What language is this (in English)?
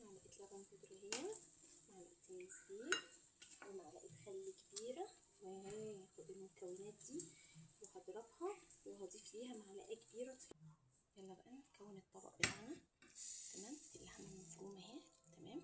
Egyptian Arabic